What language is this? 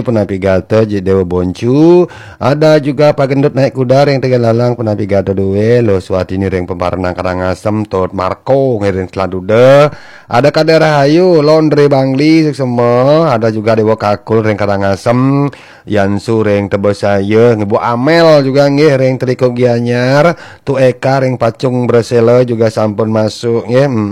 Balinese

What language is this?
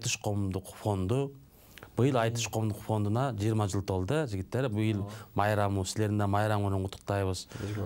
Kyrgyz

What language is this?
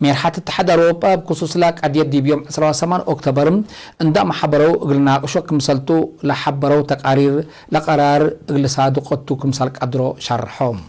Tigre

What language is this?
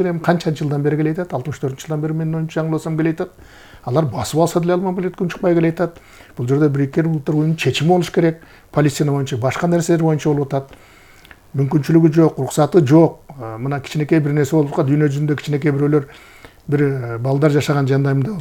Kyrgyz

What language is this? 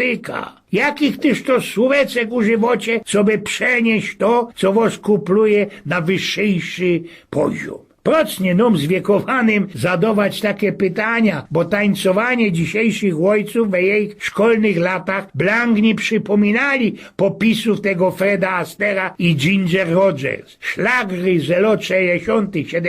Silesian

